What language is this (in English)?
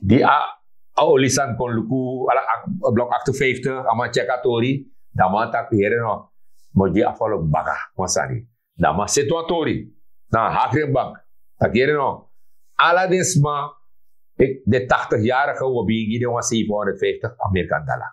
Sranan Tongo